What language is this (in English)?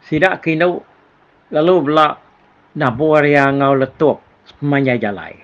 Iban